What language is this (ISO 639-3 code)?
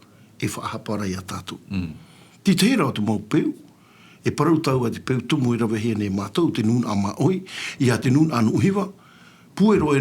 tah